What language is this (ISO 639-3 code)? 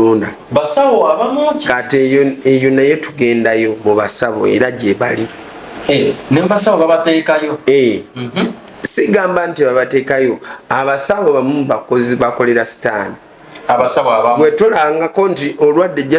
lug